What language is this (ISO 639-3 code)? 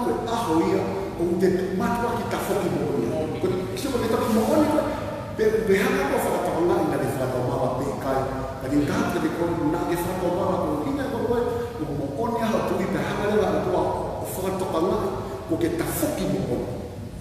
ton